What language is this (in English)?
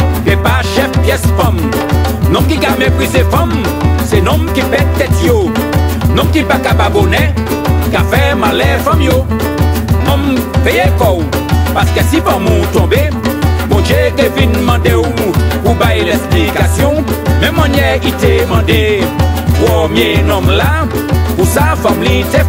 Guadeloupean Creole French